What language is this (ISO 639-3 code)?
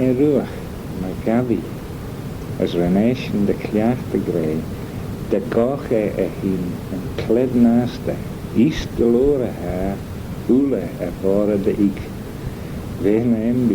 glv